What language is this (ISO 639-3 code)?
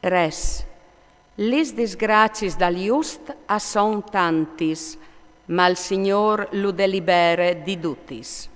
fur